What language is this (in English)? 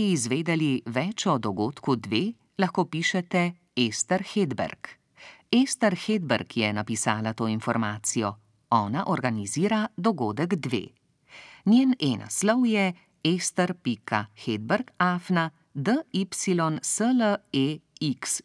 Slovenian